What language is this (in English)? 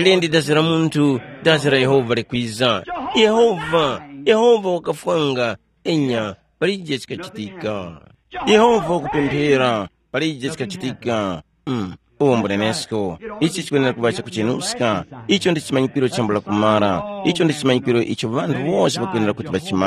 Tumbuka